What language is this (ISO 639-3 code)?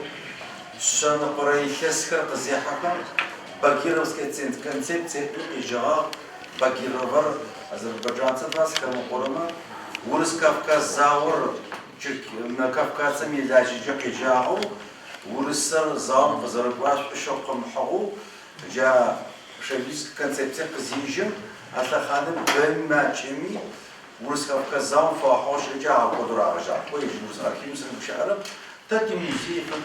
ady